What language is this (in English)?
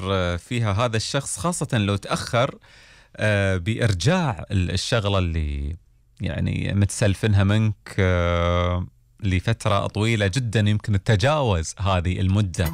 Gulf Arabic